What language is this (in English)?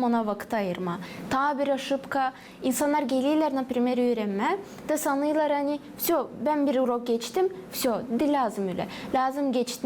Gagauz